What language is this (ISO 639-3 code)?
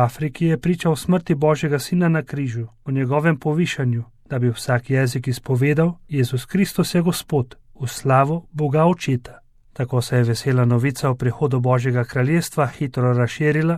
slv